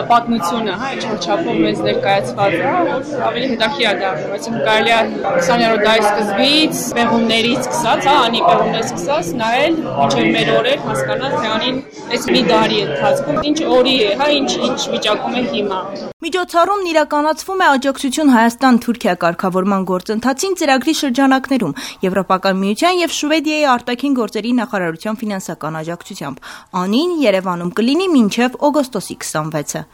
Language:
Armenian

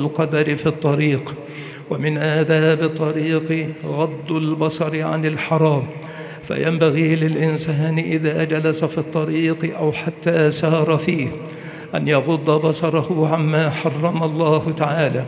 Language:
Arabic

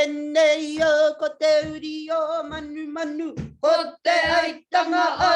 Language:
Māori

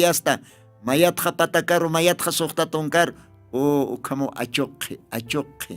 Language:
Aymara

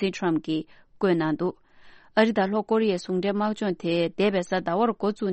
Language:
Tibetan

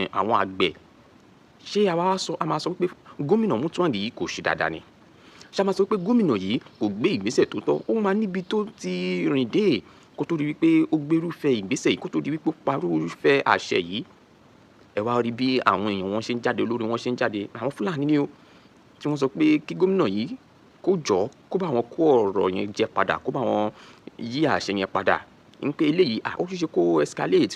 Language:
Yoruba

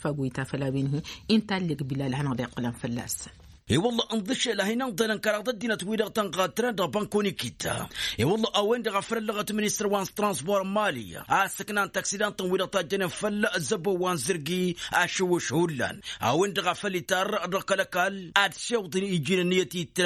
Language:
Tamasheq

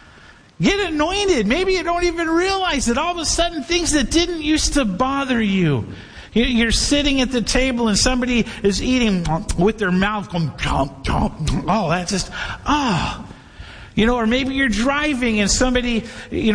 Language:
English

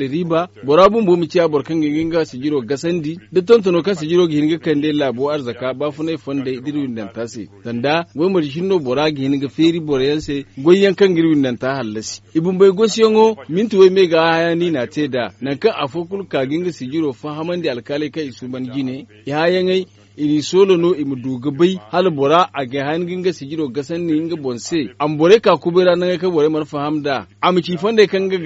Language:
Zarma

